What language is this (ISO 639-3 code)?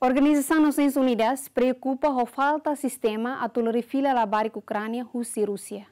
tet